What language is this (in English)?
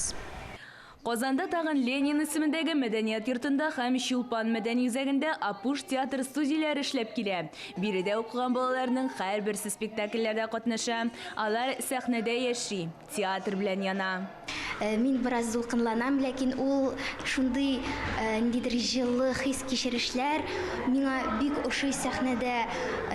Tatar